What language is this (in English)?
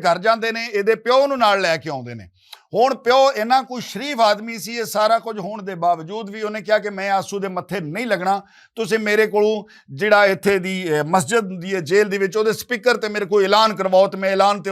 Western Panjabi